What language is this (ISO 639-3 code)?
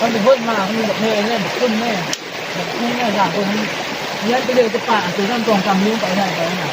tts